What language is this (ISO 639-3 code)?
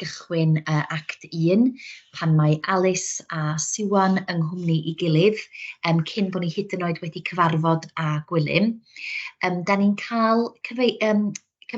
cym